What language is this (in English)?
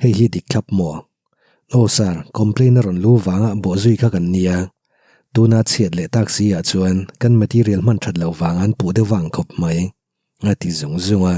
Mizo